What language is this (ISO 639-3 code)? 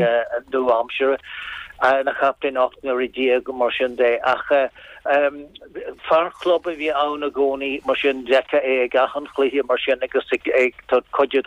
gle